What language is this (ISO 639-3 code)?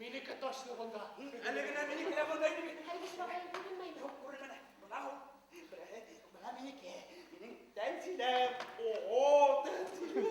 bak